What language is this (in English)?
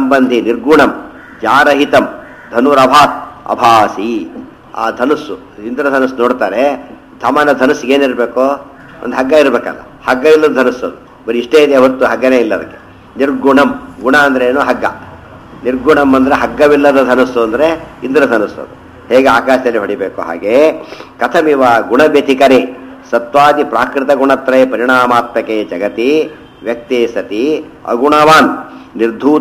Kannada